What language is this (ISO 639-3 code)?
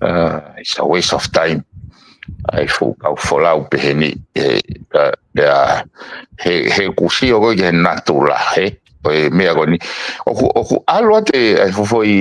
ton